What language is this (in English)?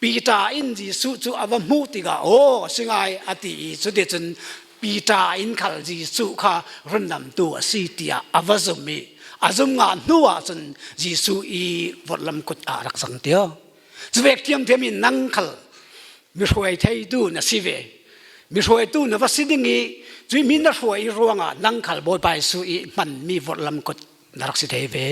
Falam Chin